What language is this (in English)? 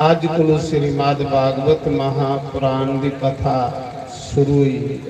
Dogri